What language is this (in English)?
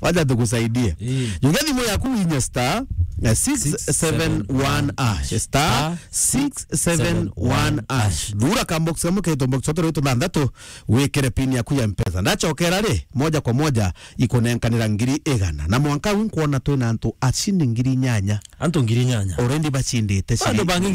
Meru